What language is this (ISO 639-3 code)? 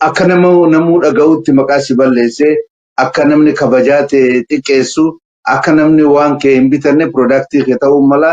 orm